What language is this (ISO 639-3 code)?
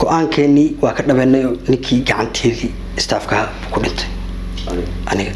som